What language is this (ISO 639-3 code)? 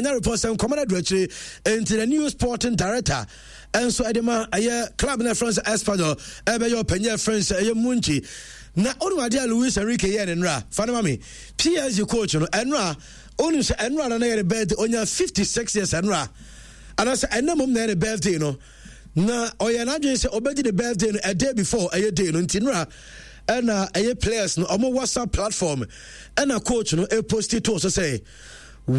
aka